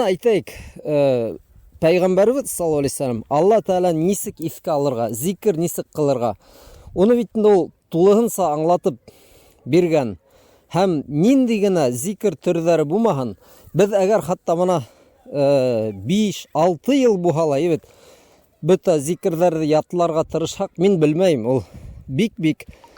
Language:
Bashkir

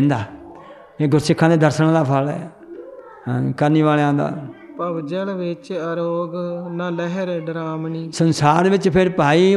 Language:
Punjabi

